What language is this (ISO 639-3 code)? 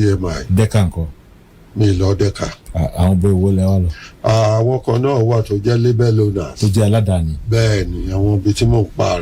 yor